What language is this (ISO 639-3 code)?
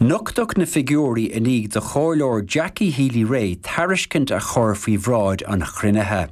gle